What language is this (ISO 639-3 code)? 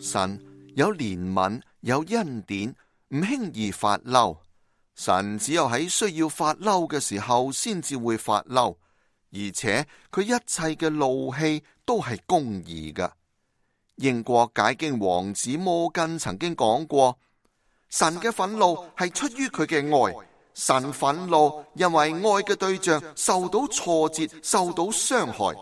yue